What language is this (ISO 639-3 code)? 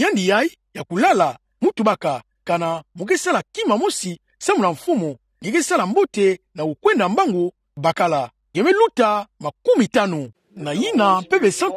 ktu